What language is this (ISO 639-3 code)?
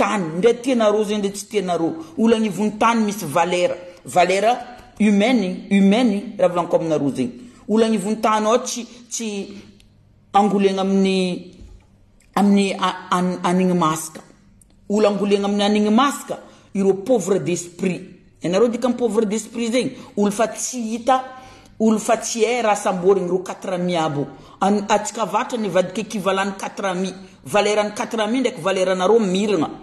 mlg